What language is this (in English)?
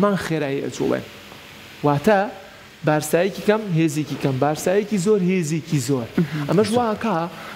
Central Kurdish